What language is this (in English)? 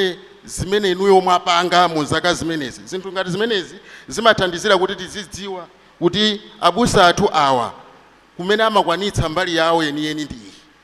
Nyanja